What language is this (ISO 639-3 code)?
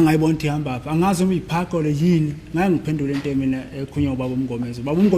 zul